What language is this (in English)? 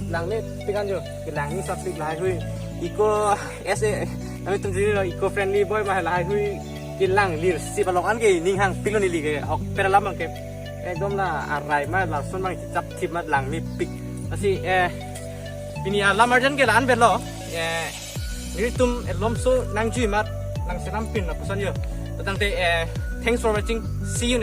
Karbi